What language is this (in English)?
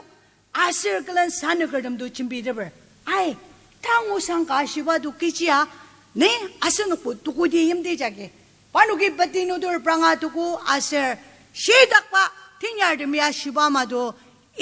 Ao Naga